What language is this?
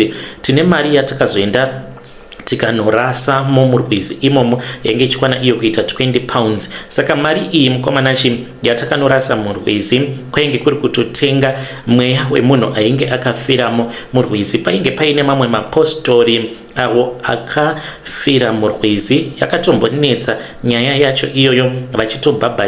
Shona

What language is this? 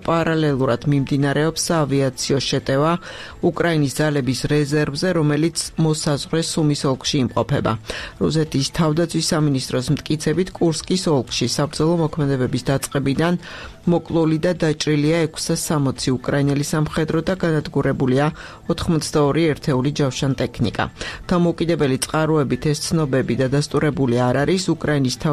Georgian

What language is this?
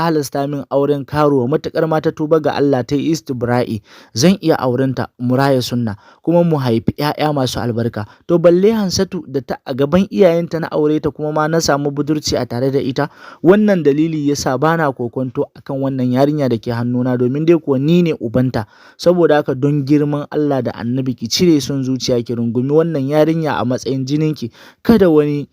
Hausa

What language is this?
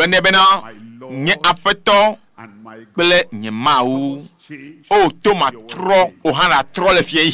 Ewe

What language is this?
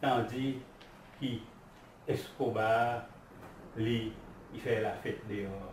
Seselwa Creole French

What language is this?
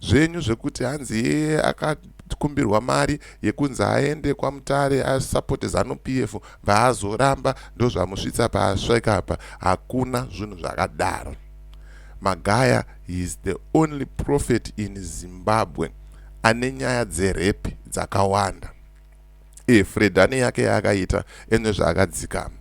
Shona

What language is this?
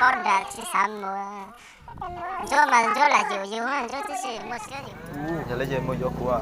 Hmong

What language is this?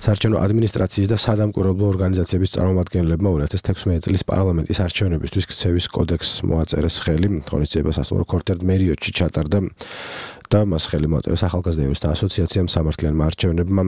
Georgian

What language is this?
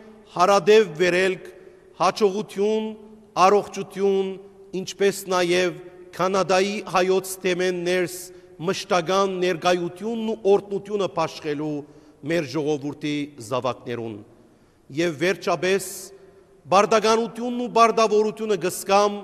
Western Armenian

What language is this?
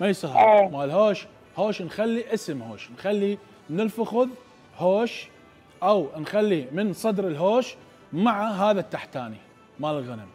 Mesopotamian Arabic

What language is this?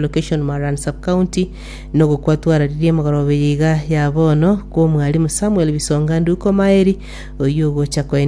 Gusii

